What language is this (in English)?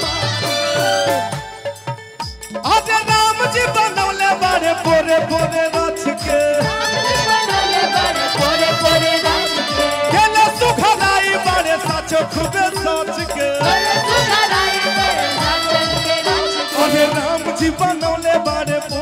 Bhojpuri